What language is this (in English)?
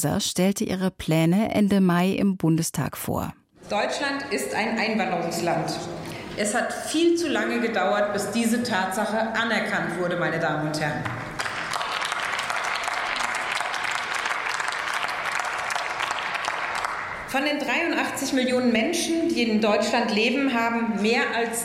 German